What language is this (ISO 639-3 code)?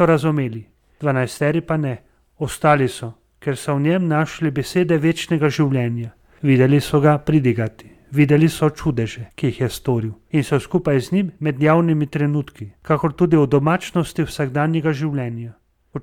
slv